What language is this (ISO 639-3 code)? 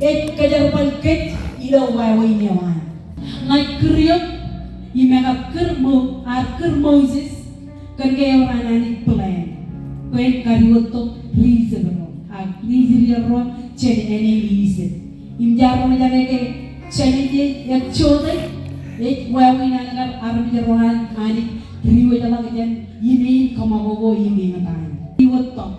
mah